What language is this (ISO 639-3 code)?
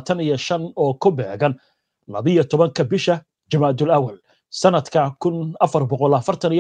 som